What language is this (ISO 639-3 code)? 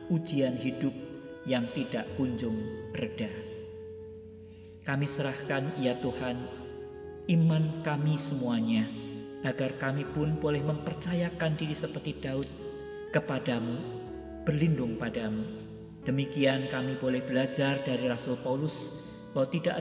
ind